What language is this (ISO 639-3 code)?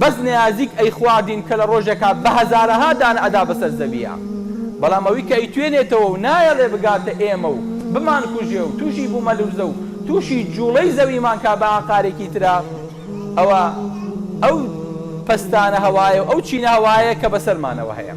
ckb